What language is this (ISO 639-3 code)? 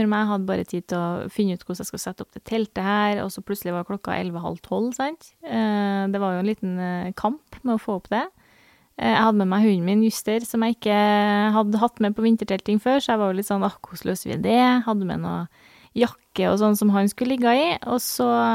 nor